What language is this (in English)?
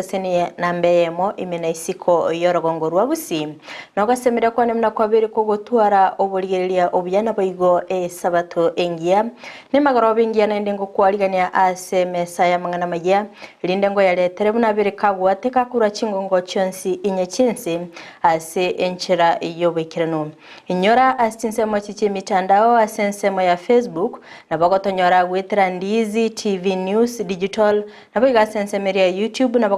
Gusii